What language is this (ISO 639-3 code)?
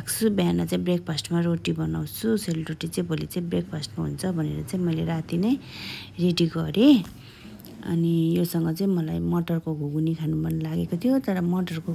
nep